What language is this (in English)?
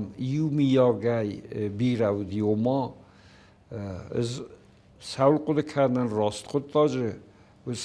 Ossetic